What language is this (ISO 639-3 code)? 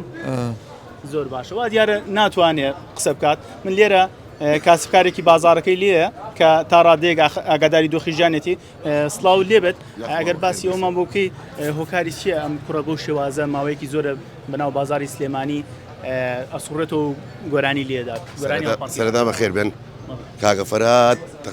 ckb